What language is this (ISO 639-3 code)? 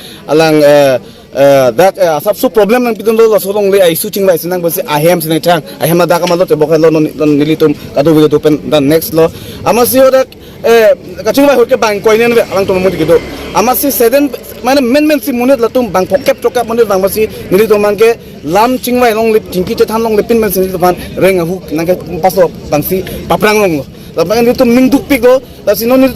mjw